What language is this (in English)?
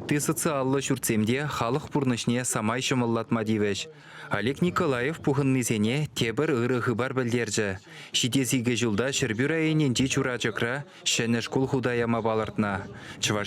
Chuvash